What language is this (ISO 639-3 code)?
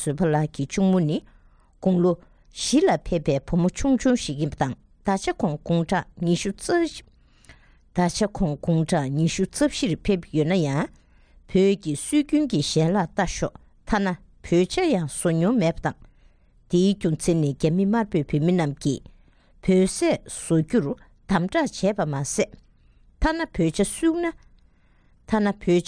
bod